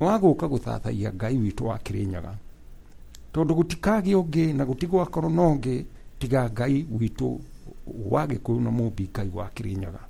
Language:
Kikuyu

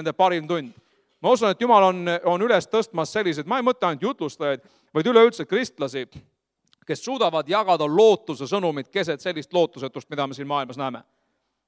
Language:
Estonian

